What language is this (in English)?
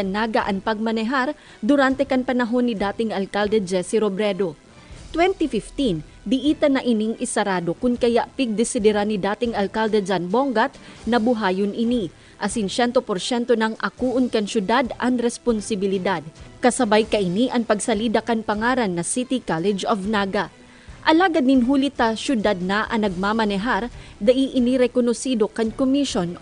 Bikol